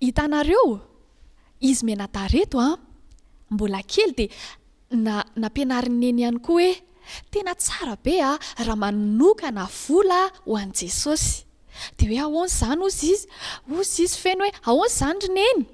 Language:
Malagasy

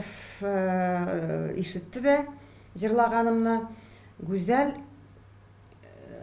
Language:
Tatar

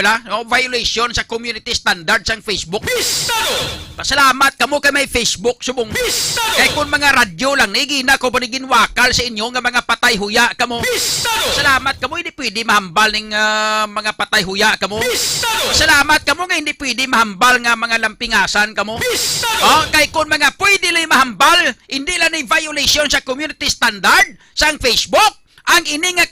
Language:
Hiligaynon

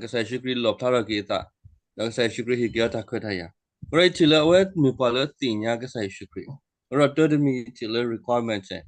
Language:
S'gaw Karen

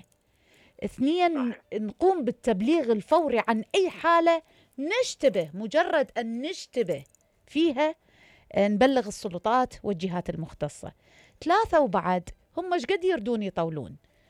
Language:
Mesopotamian Arabic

